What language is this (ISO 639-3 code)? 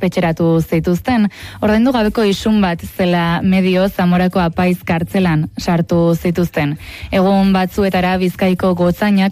eus